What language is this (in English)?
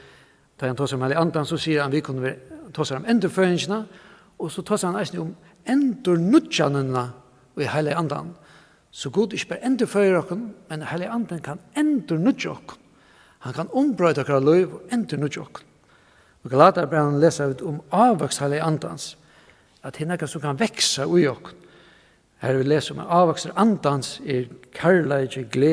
Faroese